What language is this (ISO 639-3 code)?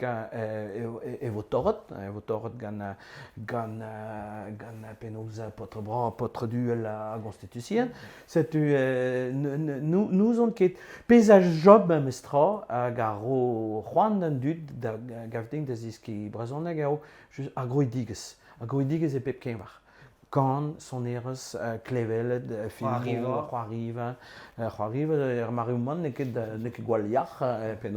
bre